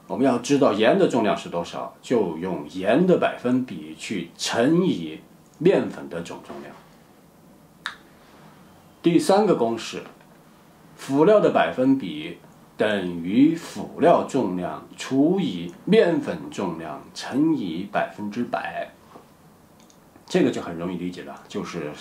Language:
Chinese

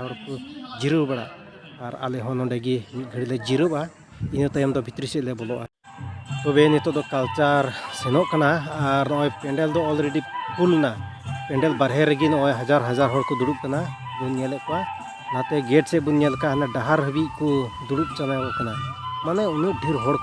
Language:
Santali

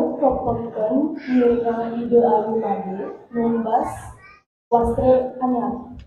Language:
Balinese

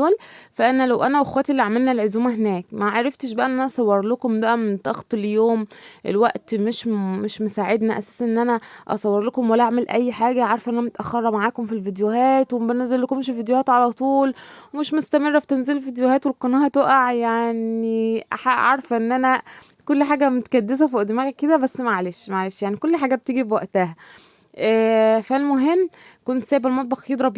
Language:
Egyptian Arabic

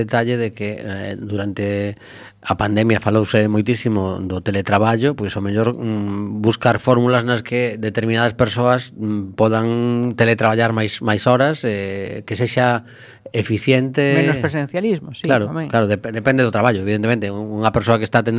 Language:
Galician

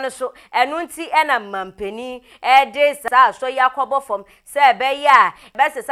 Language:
Akan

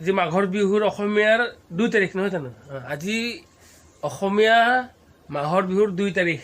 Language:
Assamese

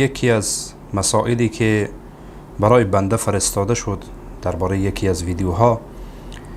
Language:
Persian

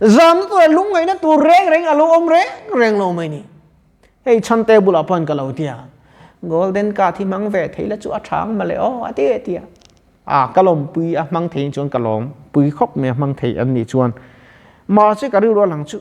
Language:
Mizo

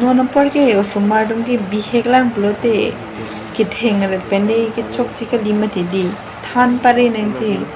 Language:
Karbi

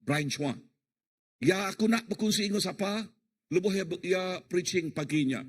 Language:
Iban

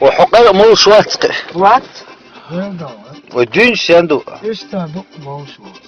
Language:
Chechen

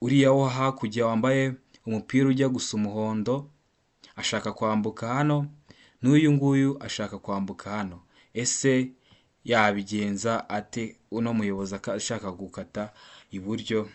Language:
Kinyarwanda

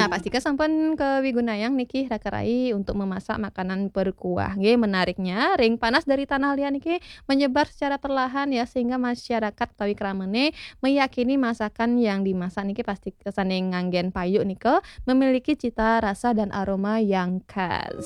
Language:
Balinese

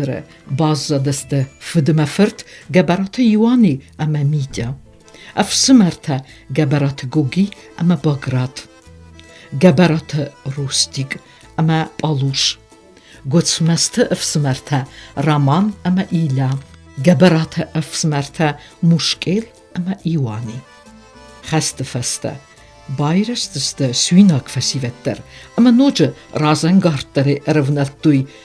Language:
Ossetic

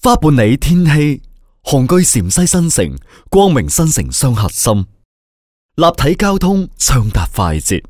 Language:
Cantonese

